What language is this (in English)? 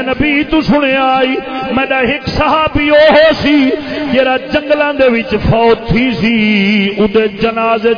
Saraiki